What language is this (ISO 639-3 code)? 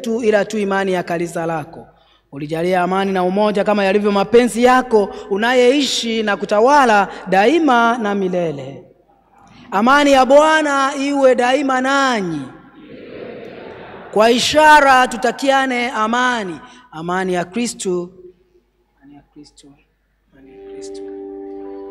swa